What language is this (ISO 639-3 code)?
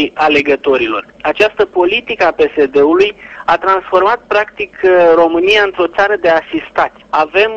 ron